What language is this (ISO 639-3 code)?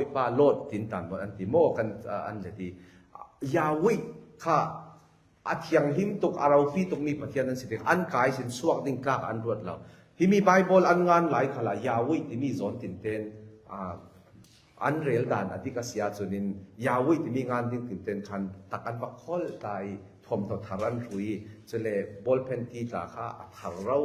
cfm